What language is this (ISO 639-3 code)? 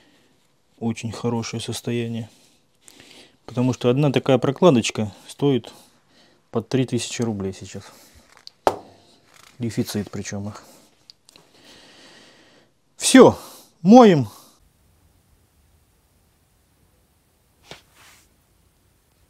rus